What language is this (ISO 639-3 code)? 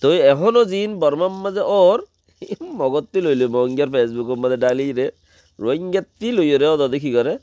rhg